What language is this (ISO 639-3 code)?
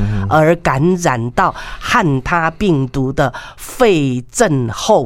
nan